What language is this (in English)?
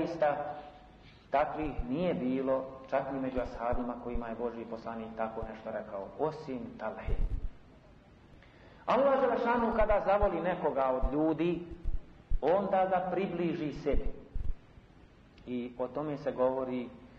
Bosnian